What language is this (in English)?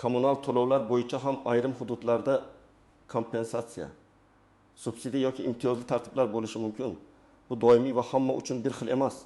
Uzbek